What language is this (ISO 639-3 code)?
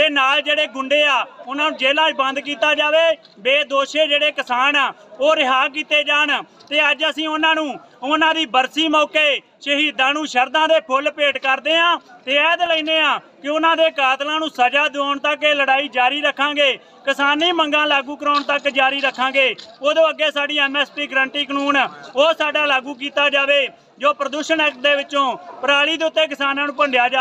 pan